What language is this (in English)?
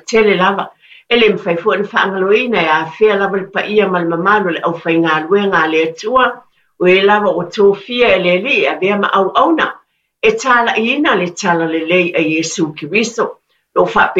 Samoan